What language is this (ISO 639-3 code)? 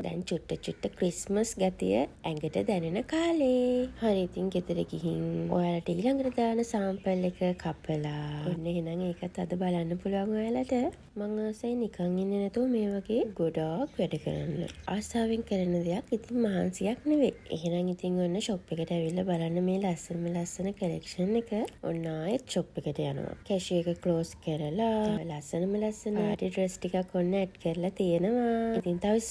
sin